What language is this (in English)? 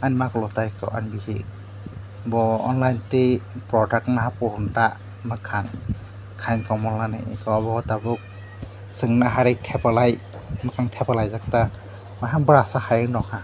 Kok Borok